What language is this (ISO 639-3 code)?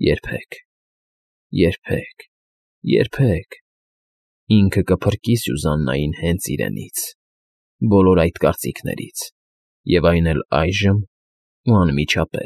hye